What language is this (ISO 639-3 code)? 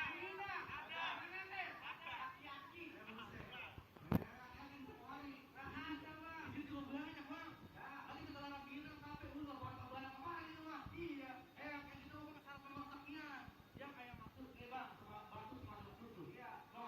bew